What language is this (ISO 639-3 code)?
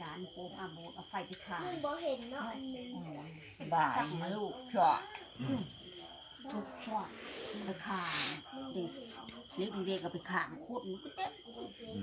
lao